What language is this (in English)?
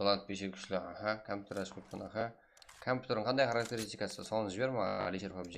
Kara-Kalpak